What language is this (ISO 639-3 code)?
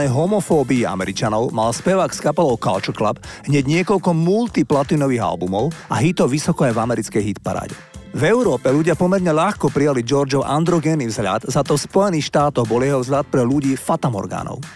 slk